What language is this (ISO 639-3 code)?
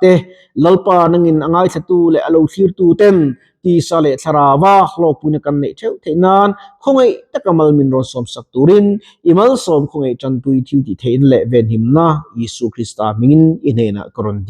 lus